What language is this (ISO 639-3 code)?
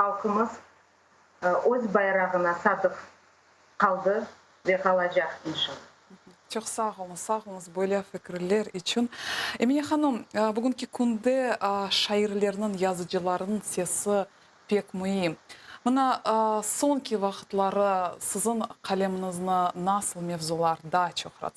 crh